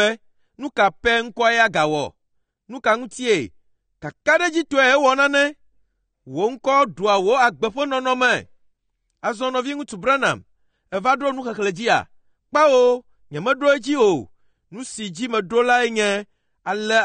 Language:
Ewe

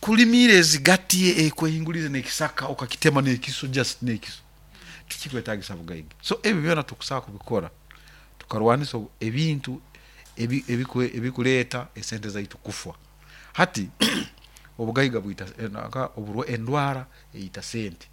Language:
Nyoro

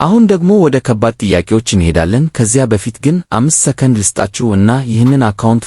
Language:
Amharic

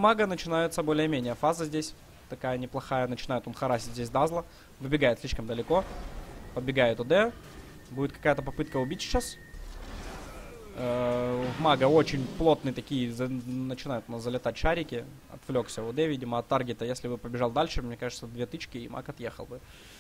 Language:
Russian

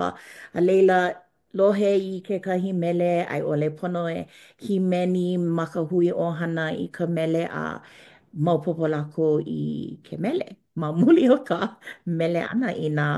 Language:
Hawaiian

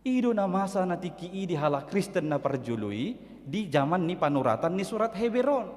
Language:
Batak Toba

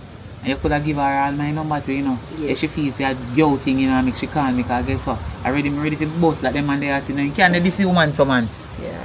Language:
Jamaican Creole English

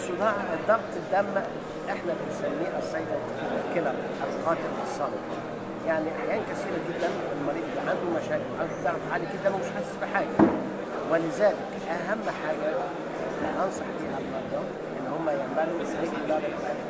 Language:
Egyptian Arabic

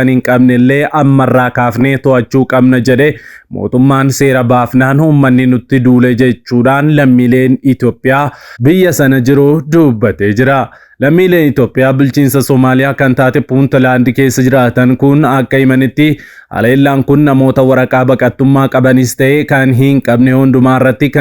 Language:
Oromo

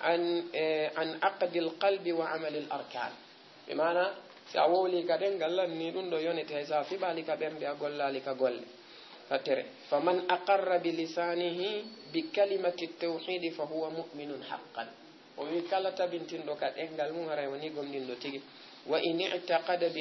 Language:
Fula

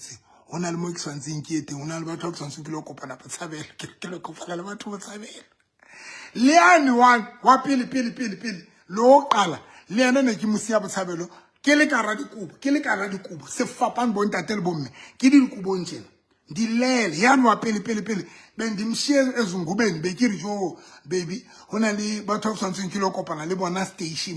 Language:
Southern Sotho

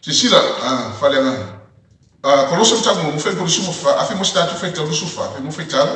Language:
Samoan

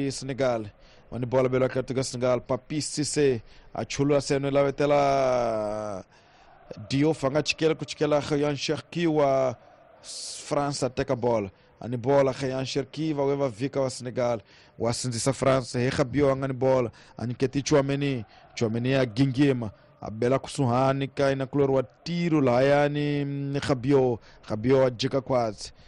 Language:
Tsonga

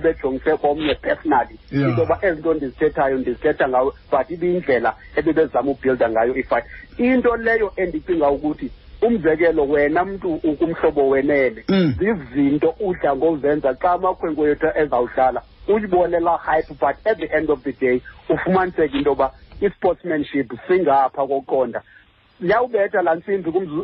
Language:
Xhosa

